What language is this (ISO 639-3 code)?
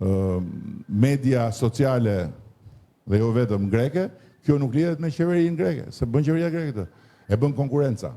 sqi